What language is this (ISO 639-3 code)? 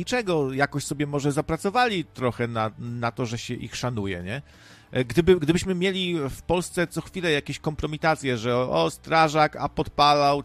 pol